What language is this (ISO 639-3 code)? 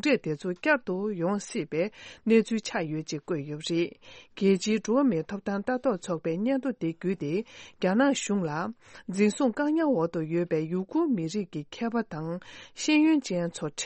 bod